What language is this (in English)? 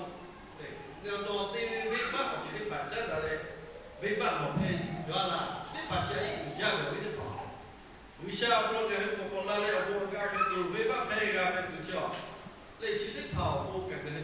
Lahu